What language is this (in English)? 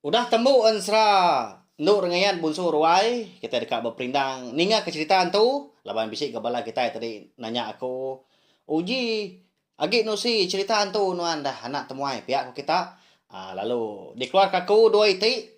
Iban